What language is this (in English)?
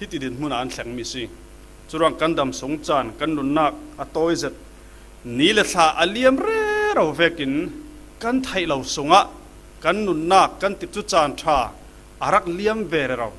Falam Chin